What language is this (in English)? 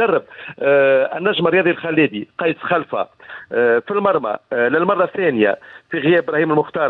Tunisian Arabic